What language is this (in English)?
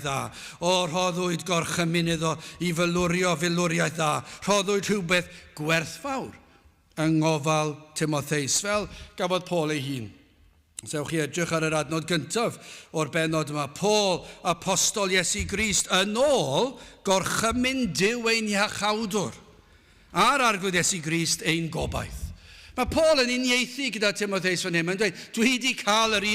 Welsh